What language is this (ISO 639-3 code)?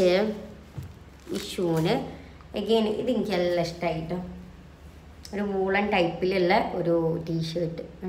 mal